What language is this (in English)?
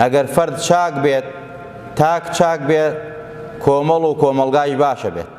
Central Kurdish